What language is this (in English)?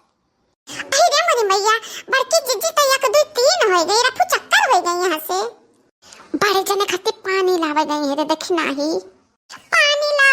Awadhi